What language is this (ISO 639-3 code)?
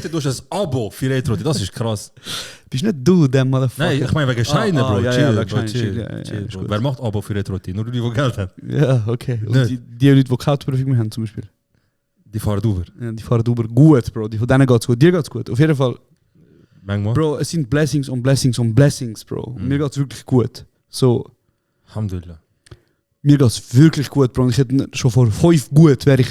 gsw